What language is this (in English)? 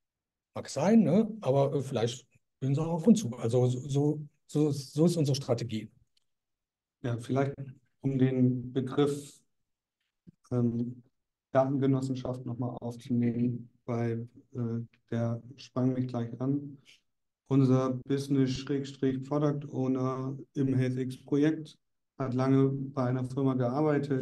German